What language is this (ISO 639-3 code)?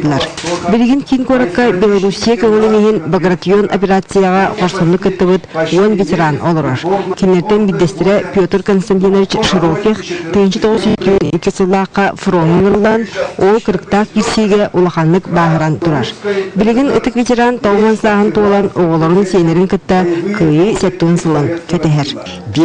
sah